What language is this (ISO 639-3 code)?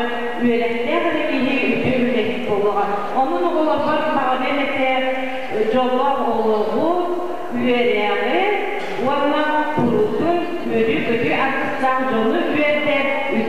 sah